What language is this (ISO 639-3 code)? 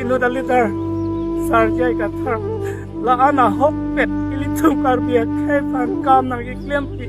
mjw